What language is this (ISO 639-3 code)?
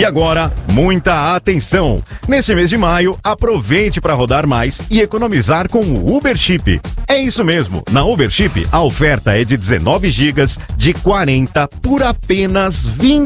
por